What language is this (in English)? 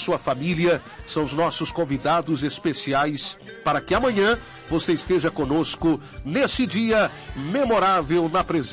Portuguese